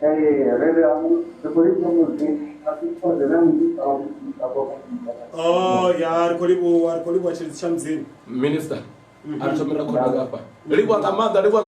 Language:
Venda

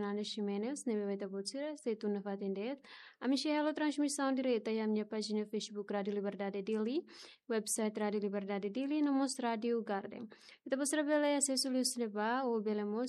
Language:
Tetum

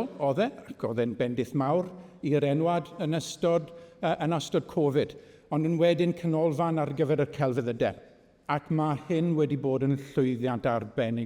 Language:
Welsh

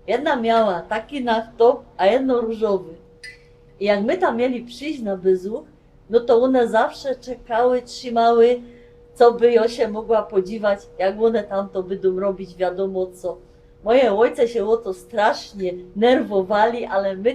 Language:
Silesian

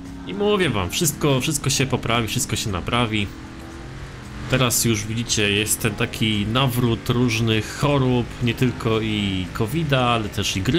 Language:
Polish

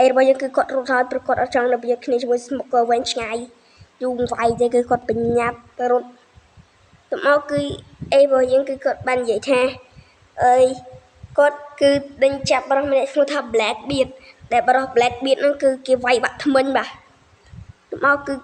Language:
Khmer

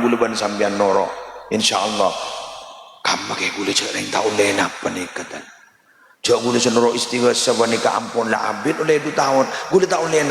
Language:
Madurese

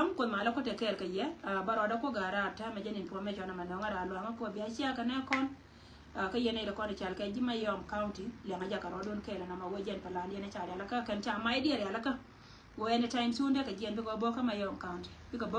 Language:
Nuer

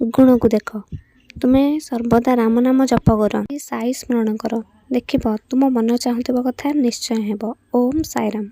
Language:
Odia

